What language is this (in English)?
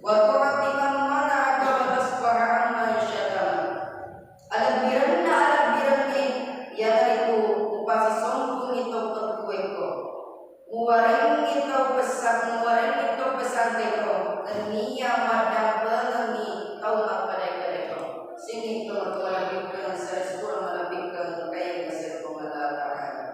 Buginese